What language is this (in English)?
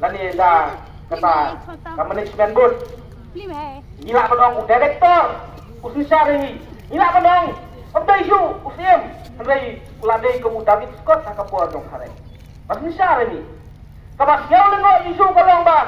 Khasi